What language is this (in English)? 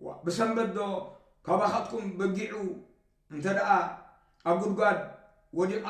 Tigrinya